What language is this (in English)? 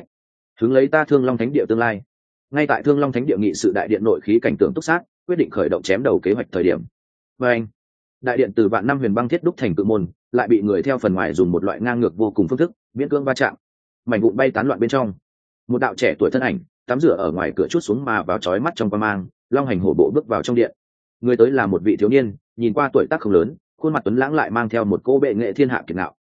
Vietnamese